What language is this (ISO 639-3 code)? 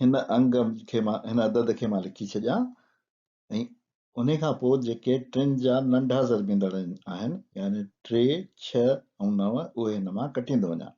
snd